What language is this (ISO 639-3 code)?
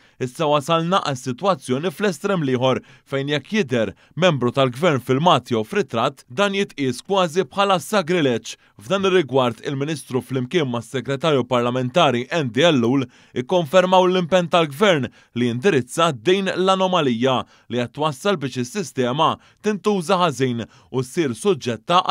mlt